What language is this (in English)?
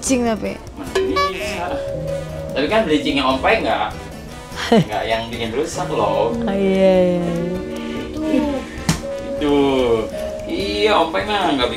Indonesian